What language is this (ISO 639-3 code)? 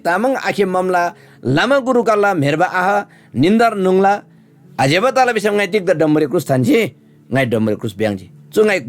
taj